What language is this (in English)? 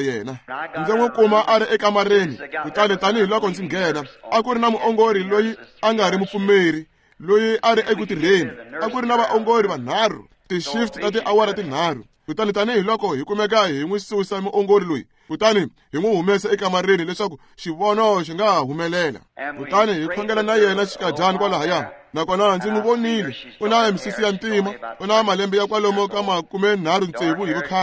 Tsonga